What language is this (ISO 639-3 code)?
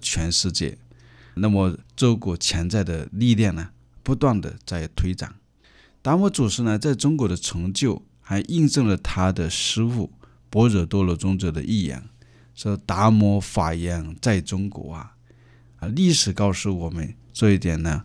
zho